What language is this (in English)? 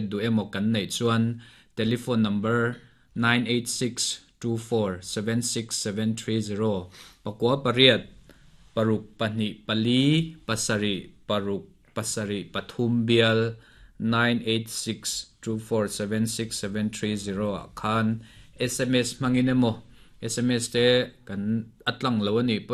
Mizo